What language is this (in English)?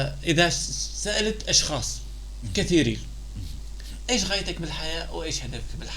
North Levantine Arabic